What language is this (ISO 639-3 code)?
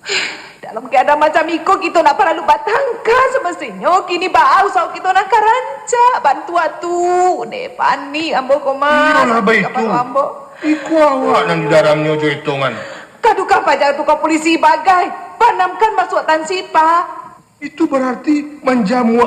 min